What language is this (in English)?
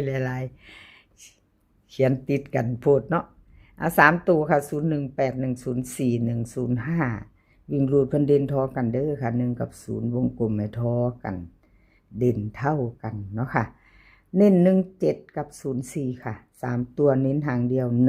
Northeastern Thai